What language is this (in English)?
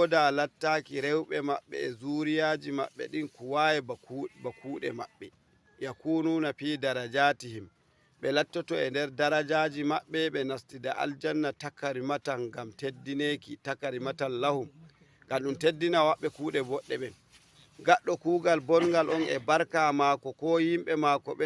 Fula